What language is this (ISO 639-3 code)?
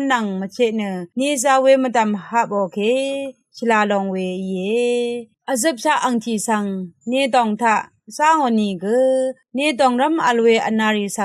raw